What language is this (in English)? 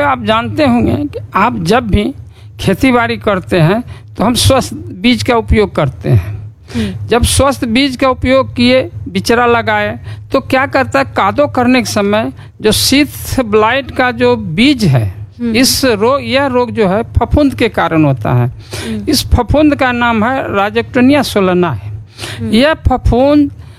Hindi